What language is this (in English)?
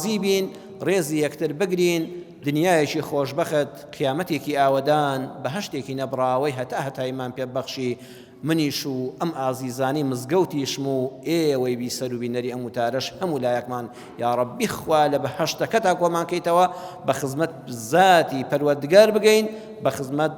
Central Kurdish